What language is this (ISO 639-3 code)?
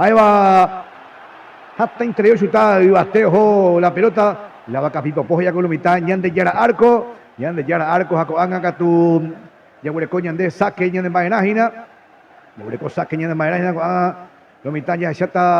grn